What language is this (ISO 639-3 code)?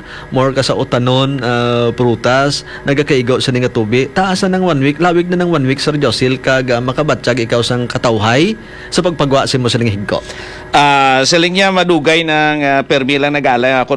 hil